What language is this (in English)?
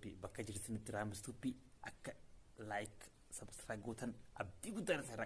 Oromo